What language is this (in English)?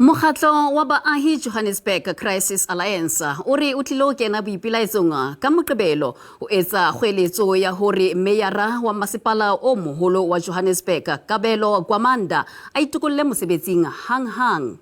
Southern Sotho